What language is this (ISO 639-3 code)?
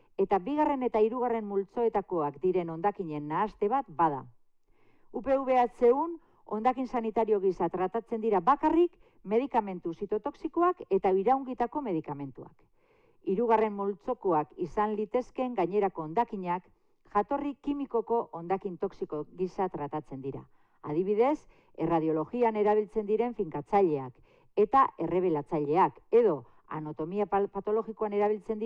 eus